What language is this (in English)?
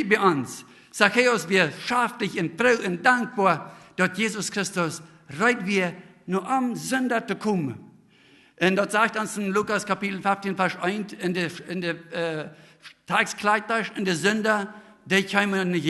Plautdietsch